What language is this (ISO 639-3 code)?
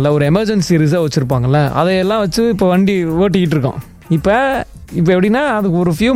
tam